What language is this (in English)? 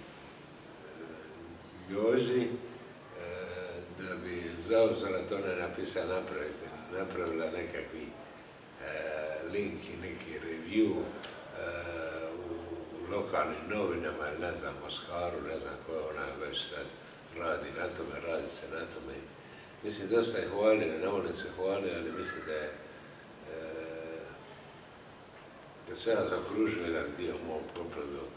Croatian